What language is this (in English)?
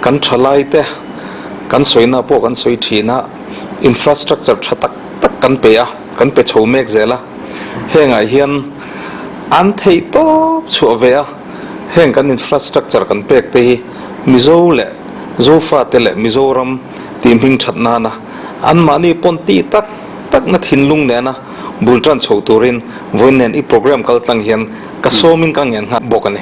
Mizo